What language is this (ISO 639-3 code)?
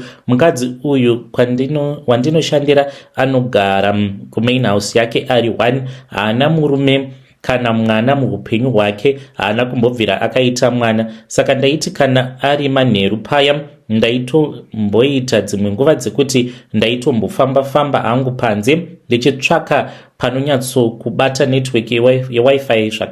sna